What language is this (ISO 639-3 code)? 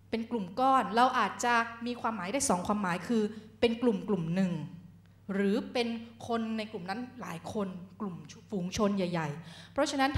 tha